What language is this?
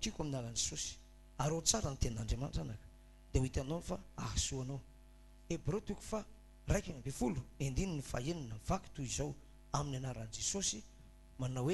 Malagasy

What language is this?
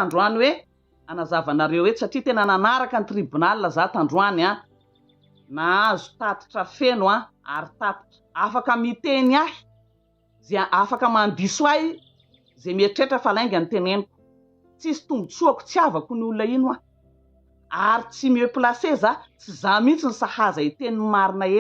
Malagasy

